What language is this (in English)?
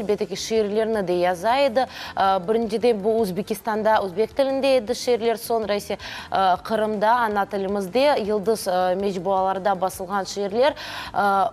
Crimean Tatar